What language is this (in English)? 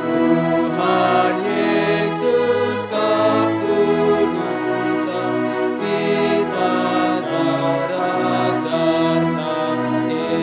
Batak Karo